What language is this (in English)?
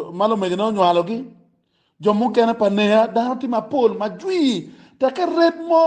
Acoli